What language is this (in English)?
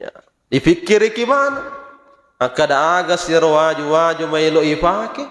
Buginese